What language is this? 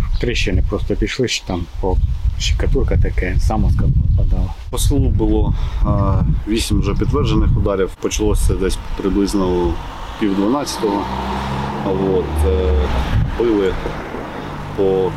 Ukrainian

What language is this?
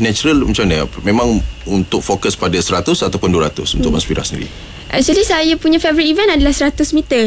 Malay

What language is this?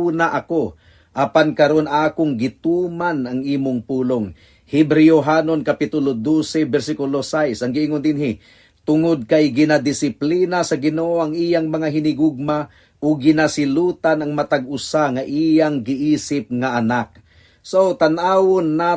Cebuano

